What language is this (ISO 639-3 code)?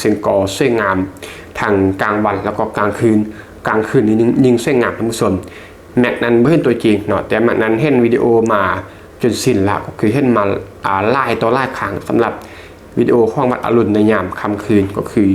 lao